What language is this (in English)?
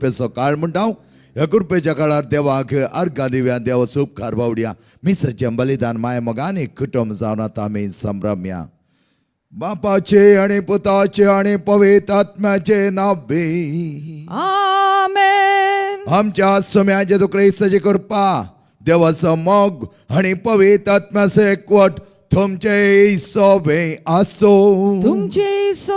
Konkani